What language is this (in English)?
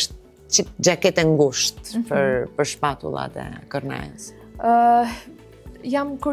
Albanian